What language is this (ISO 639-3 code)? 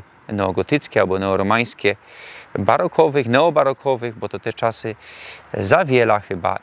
szl